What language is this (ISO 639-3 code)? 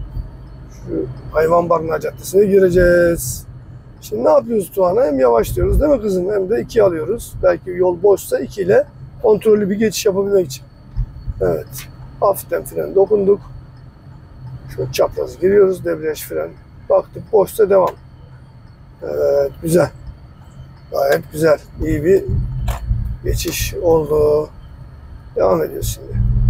tur